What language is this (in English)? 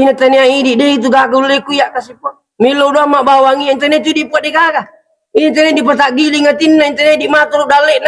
Buginese